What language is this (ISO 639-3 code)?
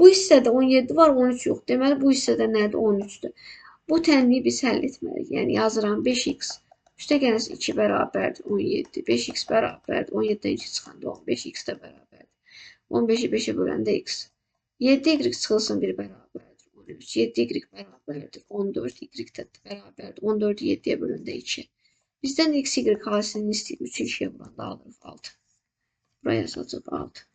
aze